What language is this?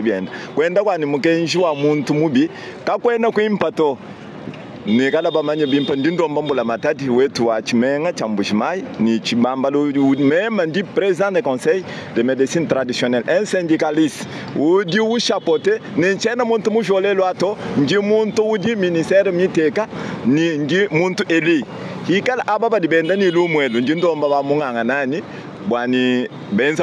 Luba-Lulua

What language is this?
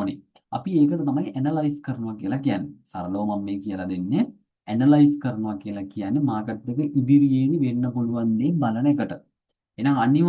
Sinhala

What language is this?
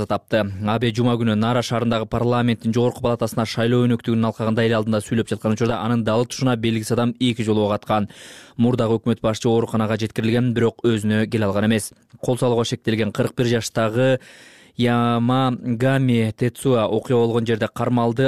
Kyrgyz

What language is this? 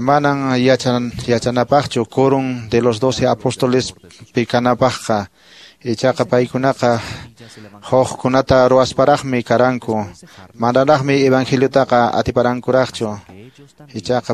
Quechua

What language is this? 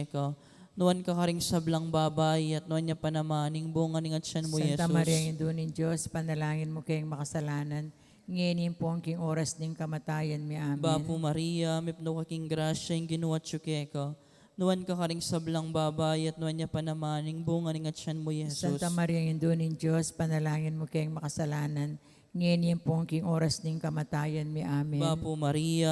Pampanga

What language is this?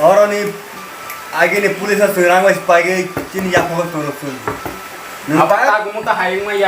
Kok Borok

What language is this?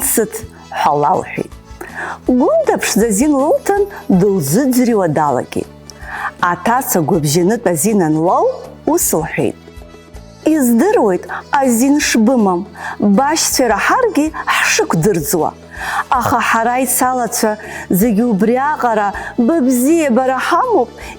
Abkhazian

